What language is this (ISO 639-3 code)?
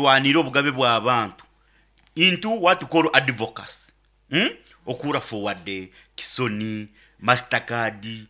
nyo